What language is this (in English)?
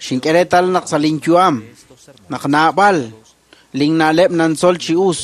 Kekchí